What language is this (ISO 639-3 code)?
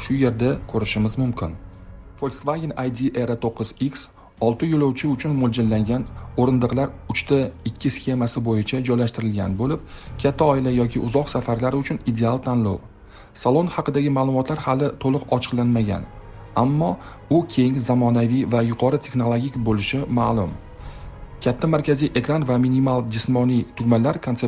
uzb